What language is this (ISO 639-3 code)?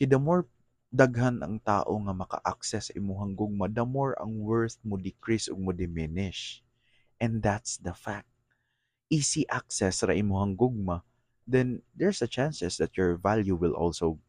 ceb